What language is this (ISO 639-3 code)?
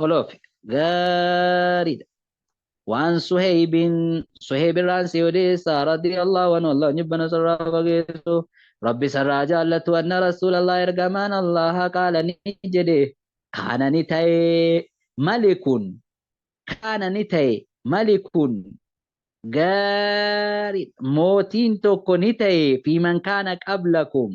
orm